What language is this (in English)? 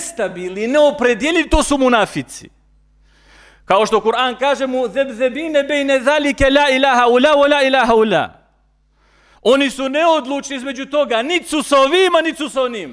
Bosnian